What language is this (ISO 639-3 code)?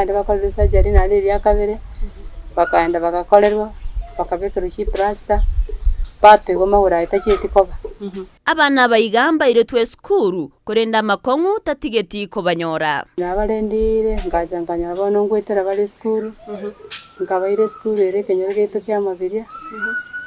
guz